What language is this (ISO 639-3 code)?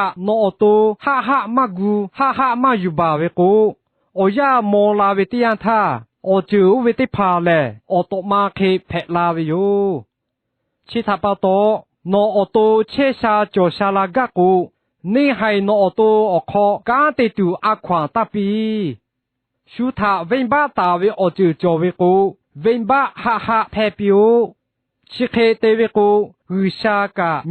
lhu